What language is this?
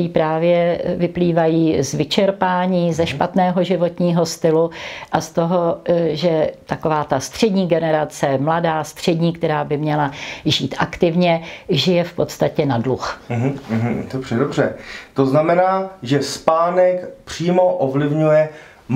Czech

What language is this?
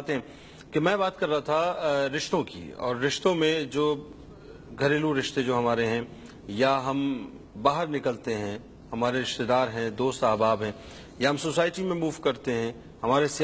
Urdu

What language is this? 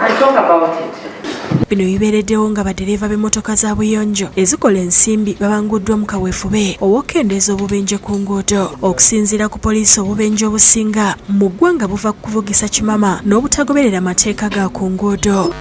Ganda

